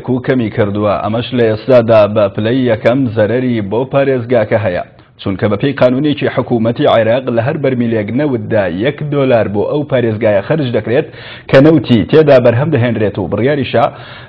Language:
Central Kurdish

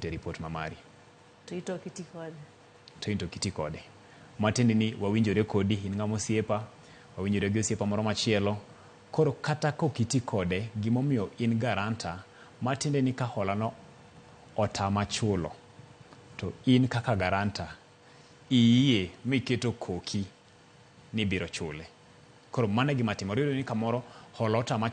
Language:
Luo (Kenya and Tanzania)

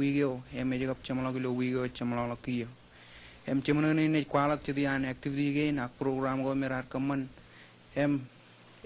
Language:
Marshallese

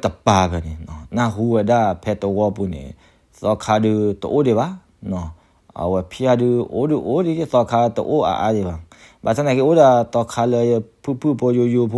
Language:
S'gaw Karen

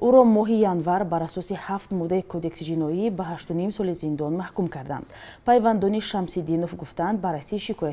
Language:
Tajik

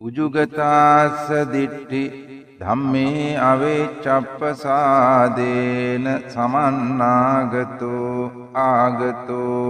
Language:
Sinhala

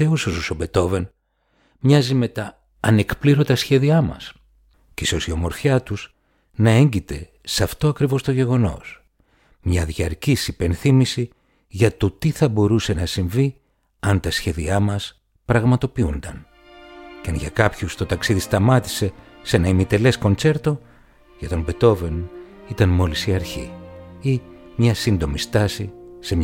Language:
Greek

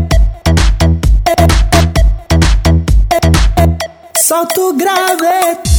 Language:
Portuguese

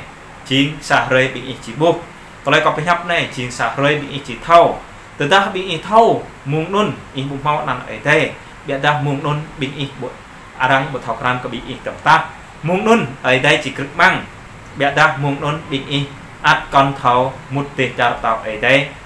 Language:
Jarai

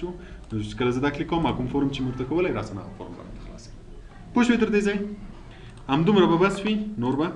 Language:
Pashto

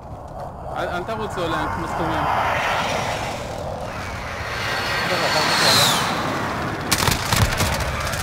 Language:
Hebrew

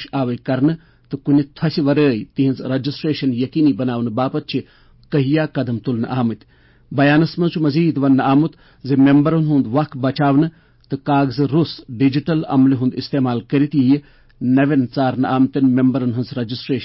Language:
Kashmiri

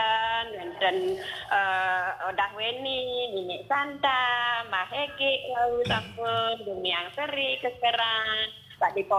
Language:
Balinese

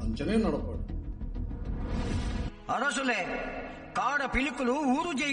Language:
Kannada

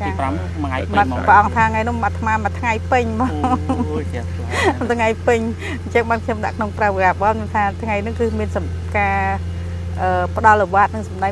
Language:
Khmer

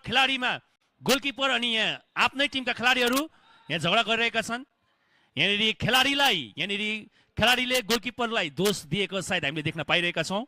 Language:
Nepali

